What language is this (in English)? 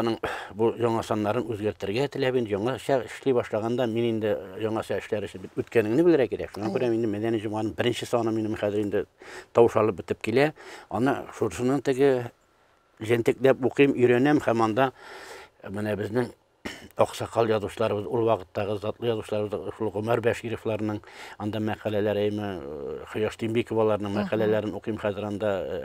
Tatar